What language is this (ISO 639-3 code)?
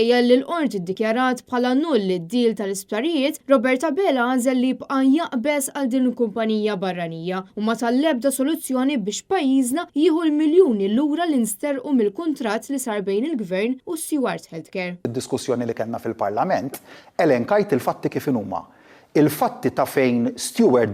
mlt